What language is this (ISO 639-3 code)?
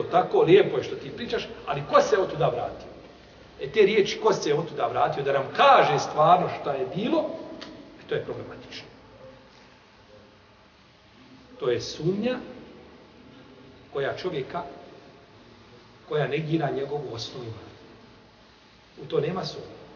bos